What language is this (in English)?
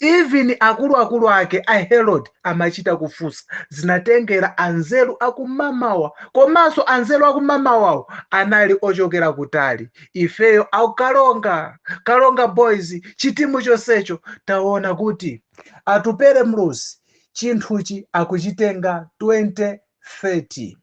Nyanja